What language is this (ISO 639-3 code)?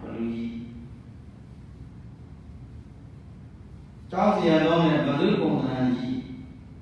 mya